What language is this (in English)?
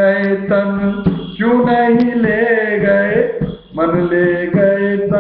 Hindi